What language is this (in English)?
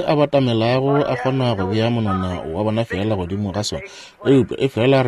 Northern Sotho